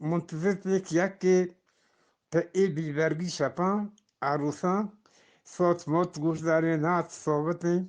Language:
Eastern Balochi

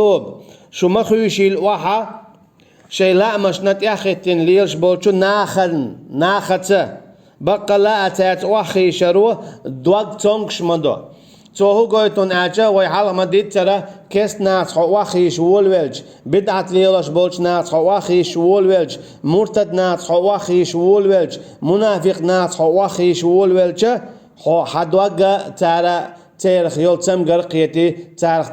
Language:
Chechen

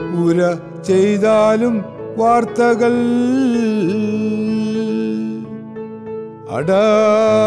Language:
Malayalam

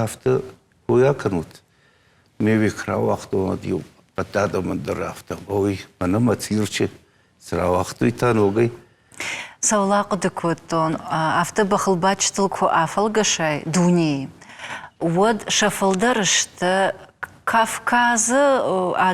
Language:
Ossetic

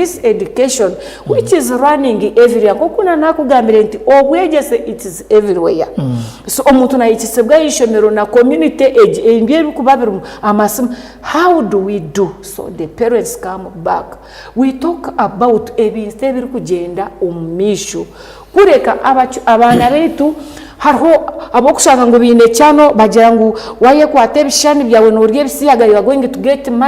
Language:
Nyankole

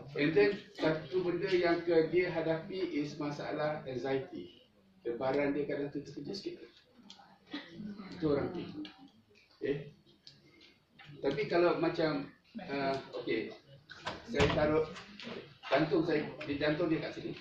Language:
Malay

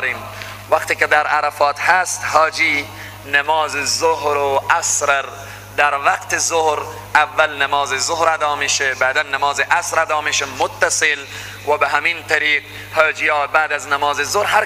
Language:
Persian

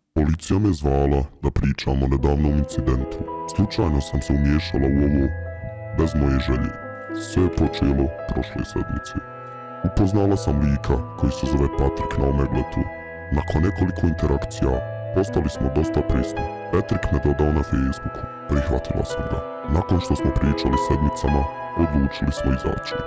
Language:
Bosnian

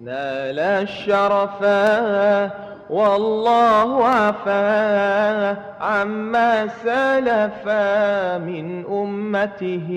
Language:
Madurese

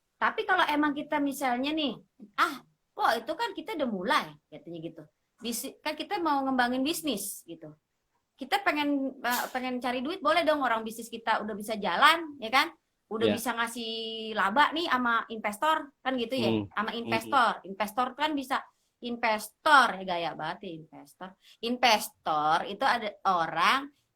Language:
Betawi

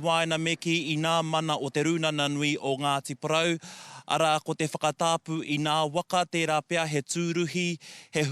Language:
Māori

